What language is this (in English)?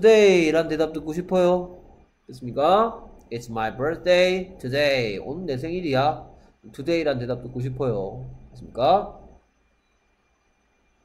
Korean